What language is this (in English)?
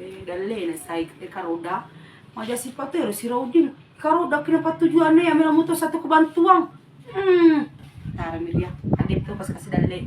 Buginese